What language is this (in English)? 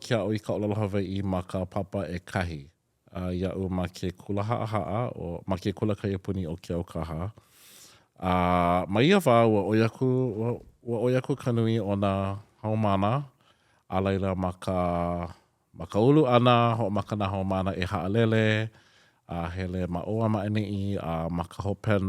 Hawaiian